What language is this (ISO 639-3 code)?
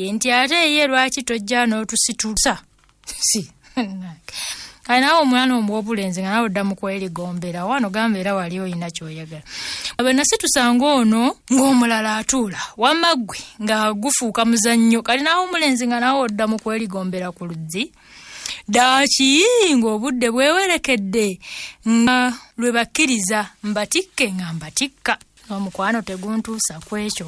lug